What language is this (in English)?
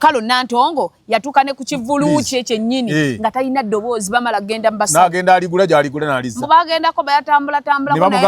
Ganda